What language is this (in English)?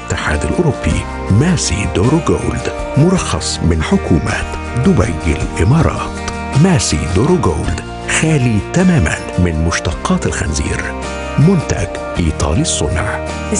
Egyptian Arabic